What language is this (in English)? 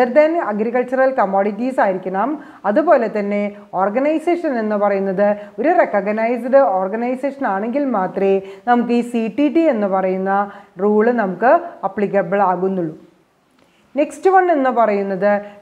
Malayalam